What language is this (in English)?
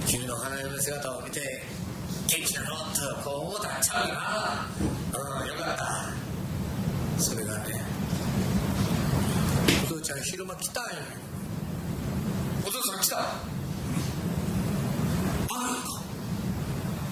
Japanese